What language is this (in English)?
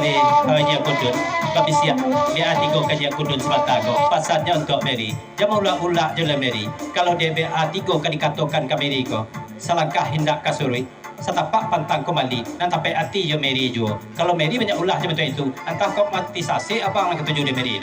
Minangkabau